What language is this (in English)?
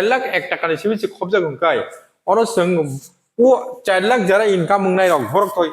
Kok Borok